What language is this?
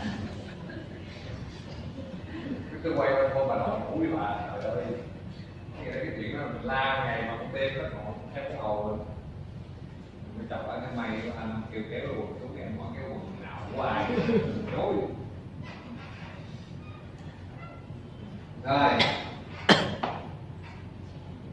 Vietnamese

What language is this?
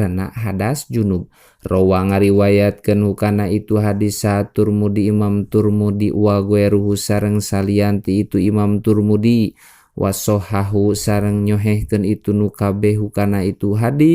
Sundanese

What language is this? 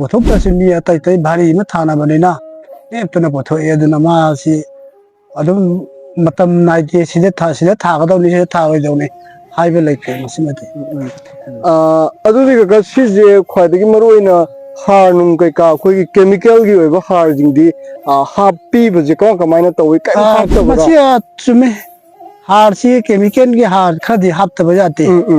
Manipuri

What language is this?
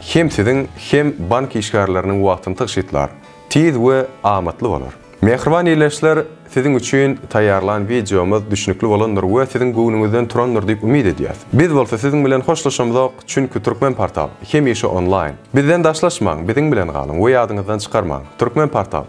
Turkmen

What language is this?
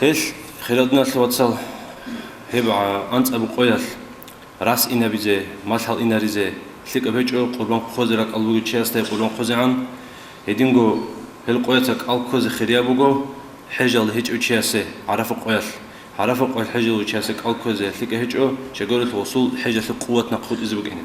Avaric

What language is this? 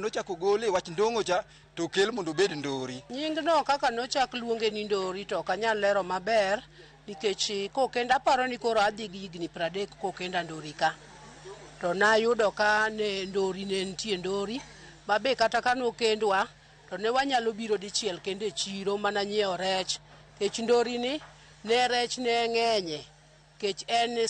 Luo (Kenya and Tanzania)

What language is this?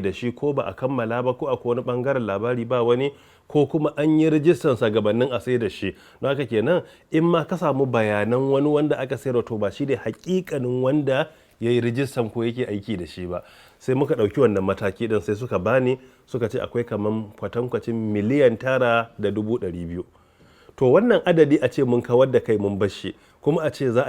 Hausa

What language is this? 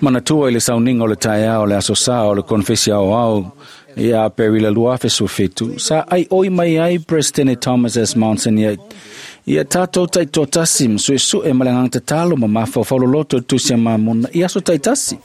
Samoan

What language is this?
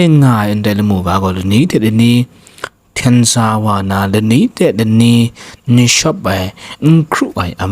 Kachin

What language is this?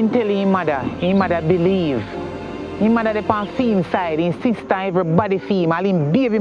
Jamaican Creole English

